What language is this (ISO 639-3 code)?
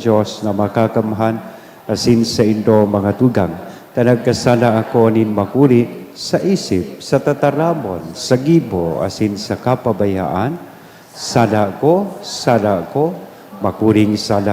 bik